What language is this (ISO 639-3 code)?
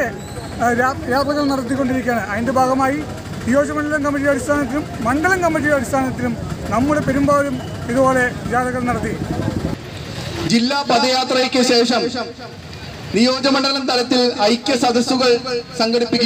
mal